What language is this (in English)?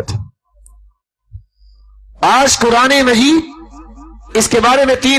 Urdu